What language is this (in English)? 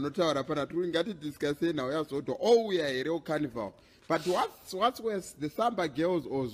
Shona